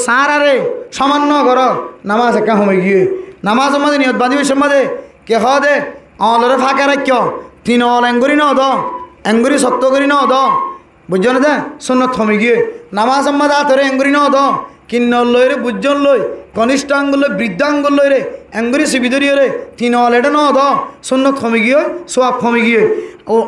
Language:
Rohingya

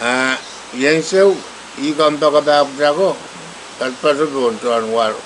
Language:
Pohnpeian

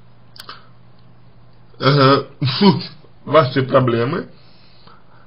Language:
Russian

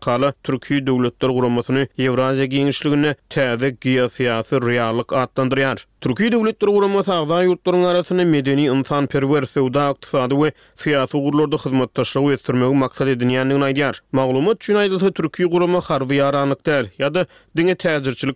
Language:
Turkmen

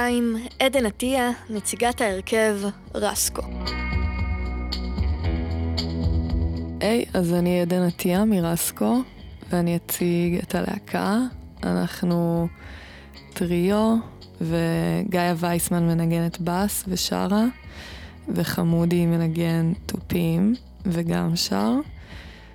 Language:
Hebrew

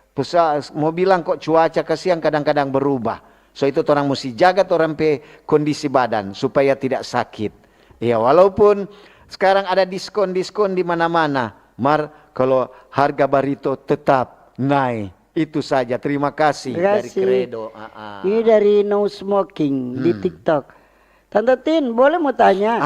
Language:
Manado Malay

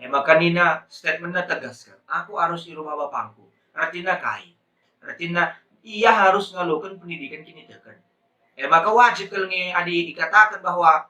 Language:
Batak Karo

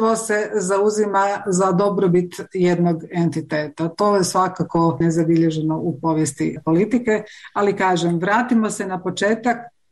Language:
Croatian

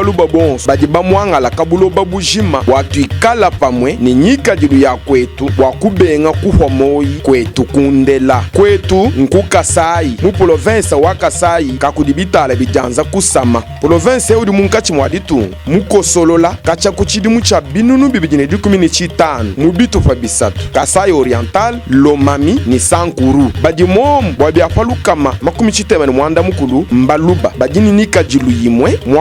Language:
Luba-Lulua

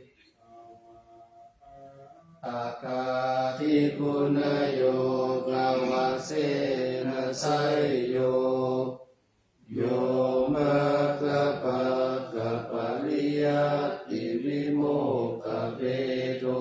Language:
Pali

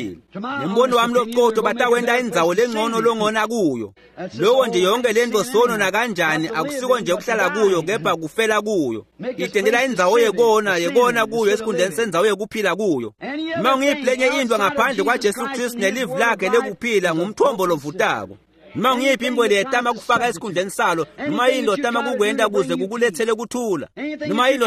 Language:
Swati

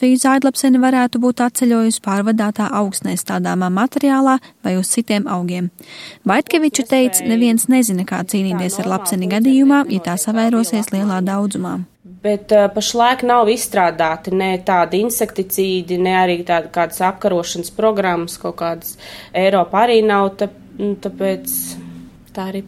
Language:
Latvian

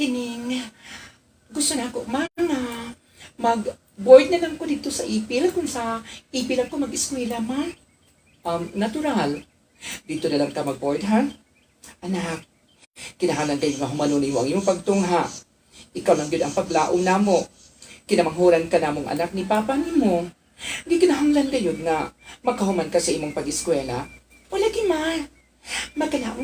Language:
Cebuano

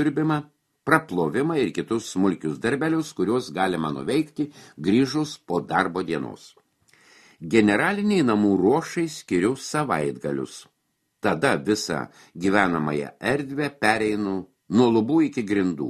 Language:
Lithuanian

